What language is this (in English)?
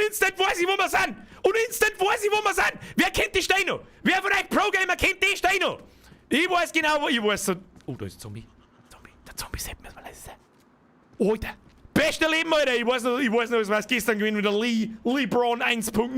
Bavarian